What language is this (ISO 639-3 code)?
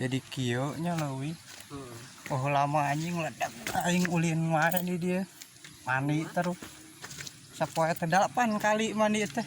sun